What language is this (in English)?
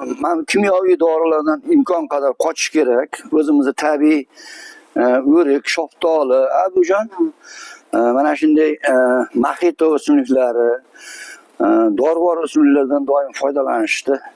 Uzbek